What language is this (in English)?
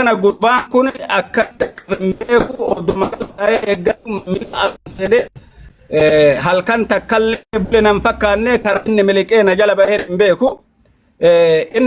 Oromo